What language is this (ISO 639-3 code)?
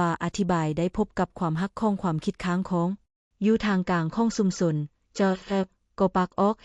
lao